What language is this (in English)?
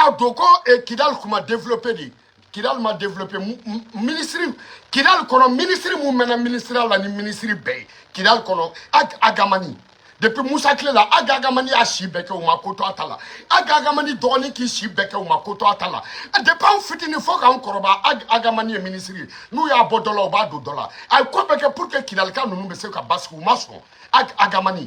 Bambara